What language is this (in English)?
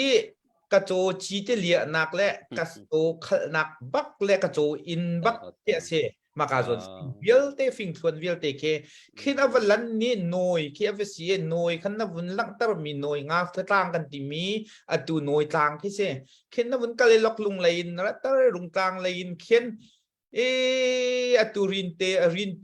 Hakha Chin